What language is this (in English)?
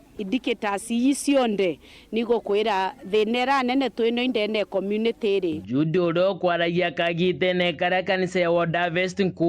Meru